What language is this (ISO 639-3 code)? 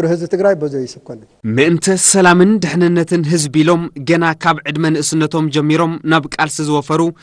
tir